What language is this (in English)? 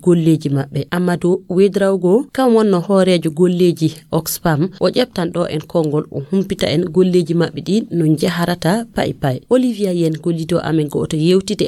Nigerian Fulfulde